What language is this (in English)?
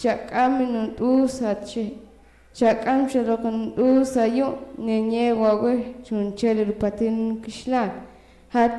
Poqomchi'